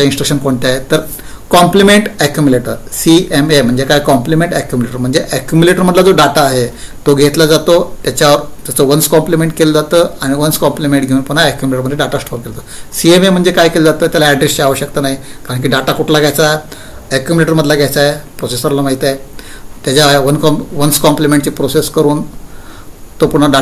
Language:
Marathi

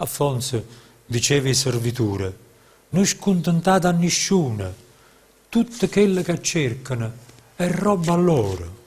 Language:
Neapolitan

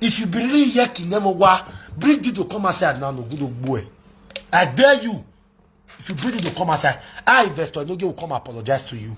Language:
Nigerian Pidgin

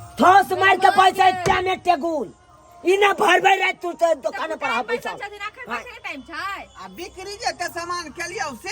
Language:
Maithili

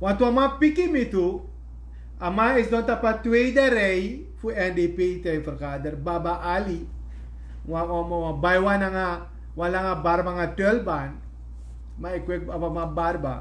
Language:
Sranan Tongo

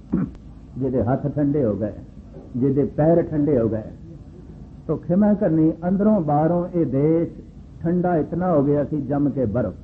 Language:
Punjabi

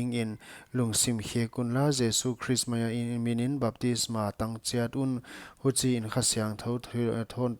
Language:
Paite Chin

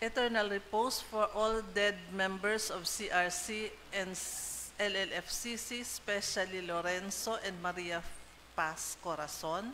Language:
Bikol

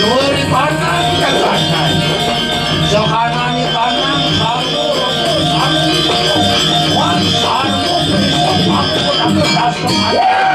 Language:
Balinese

